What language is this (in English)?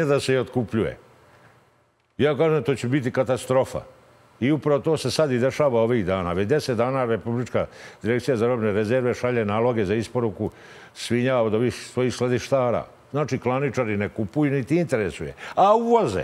Serbian